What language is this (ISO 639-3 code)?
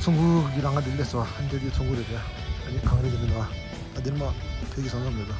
bod